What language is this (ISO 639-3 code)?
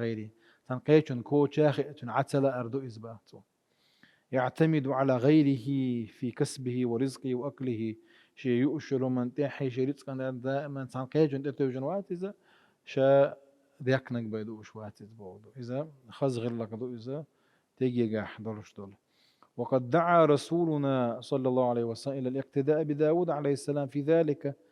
che